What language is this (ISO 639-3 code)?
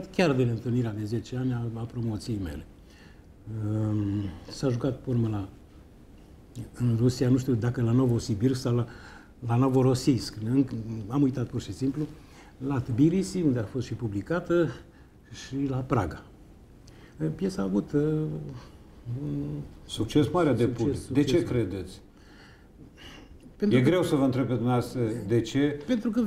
ron